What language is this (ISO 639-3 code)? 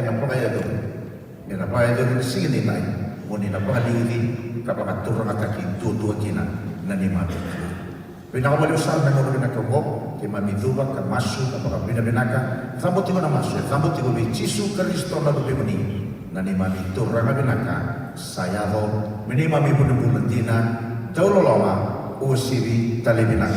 fij